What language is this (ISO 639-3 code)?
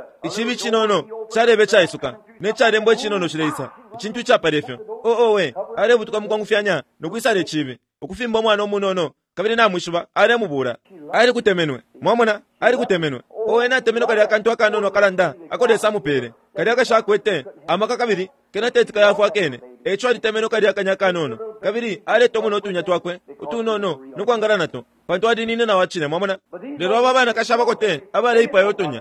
bem